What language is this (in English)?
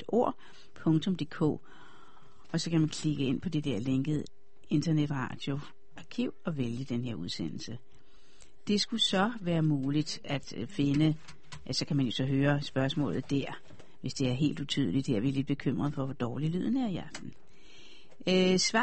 Danish